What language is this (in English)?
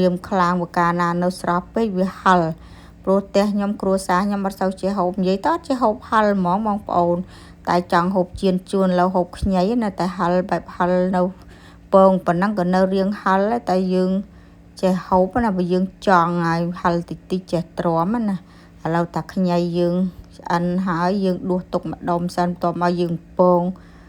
Khmer